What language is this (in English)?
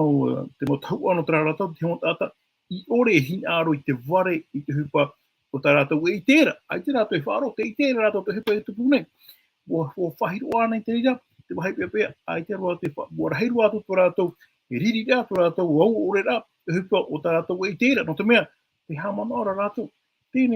Tahitian